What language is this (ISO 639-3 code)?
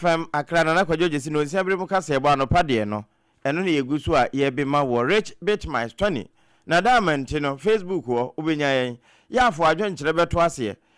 aka